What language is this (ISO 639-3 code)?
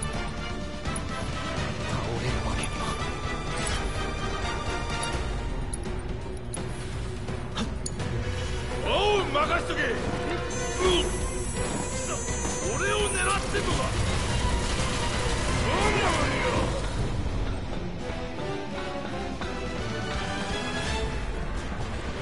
jpn